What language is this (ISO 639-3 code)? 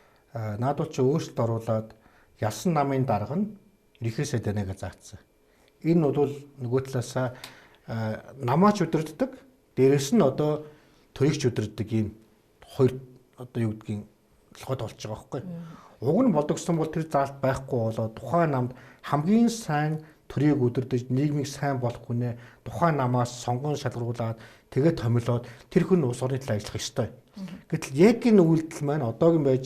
mon